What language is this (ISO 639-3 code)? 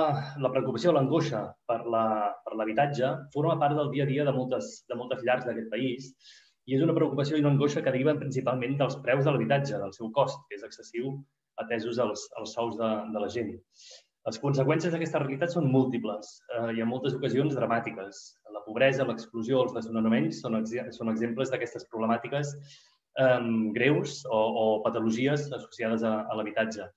cat